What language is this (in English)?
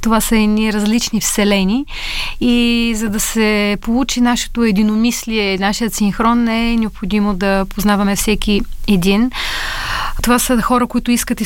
Bulgarian